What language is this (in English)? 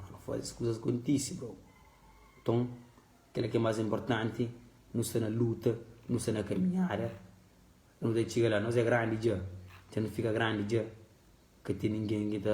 Kabuverdianu